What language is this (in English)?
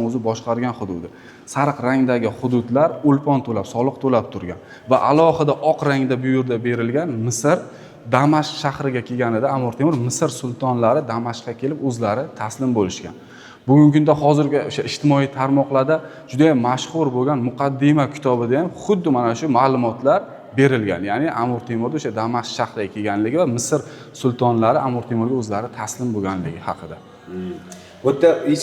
Uzbek